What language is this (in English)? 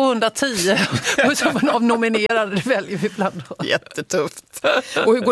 Swedish